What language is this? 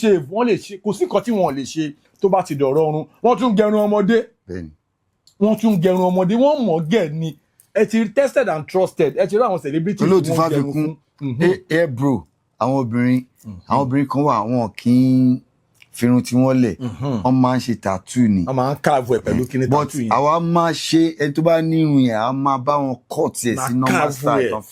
Yoruba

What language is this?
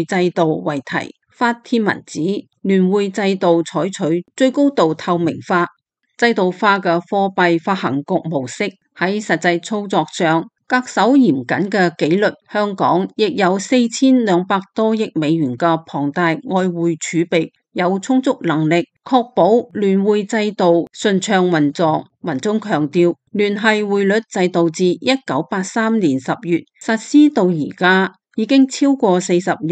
Cantonese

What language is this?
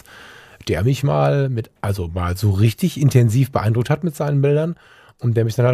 German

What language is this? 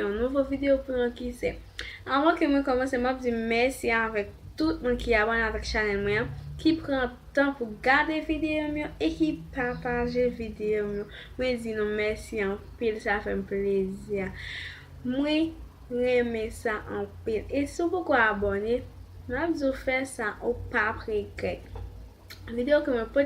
Haitian Creole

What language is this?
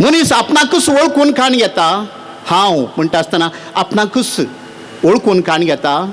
Konkani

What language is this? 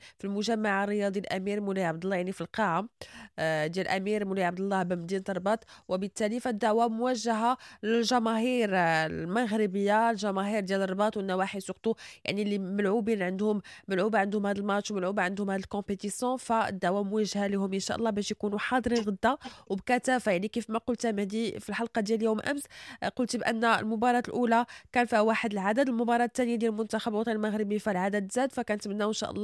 Moroccan Arabic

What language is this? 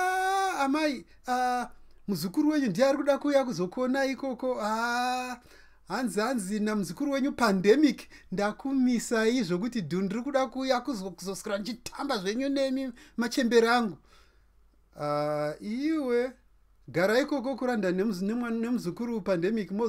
Shona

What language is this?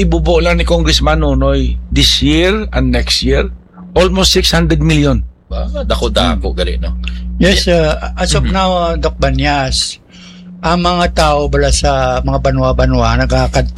Hiligaynon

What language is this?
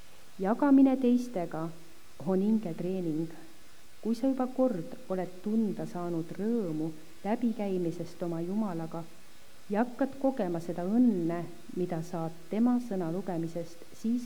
Estonian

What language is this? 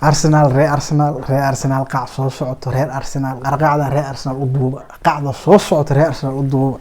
Somali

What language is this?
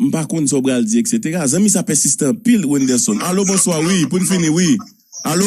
Haitian Creole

